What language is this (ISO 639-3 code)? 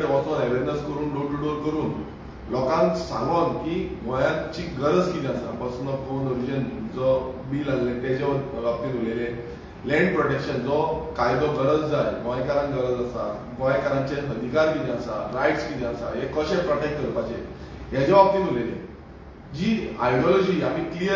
kok